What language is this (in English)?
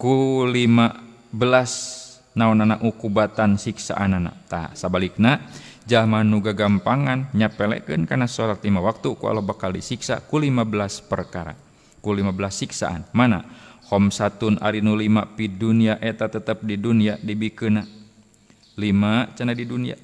Sundanese